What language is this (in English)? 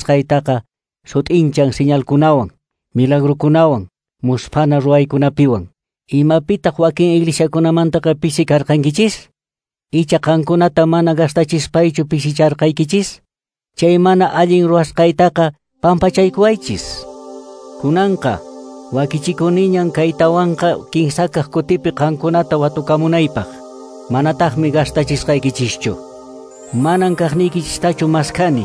Quechua